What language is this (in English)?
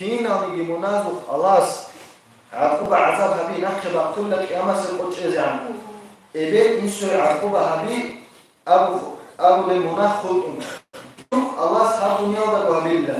Avaric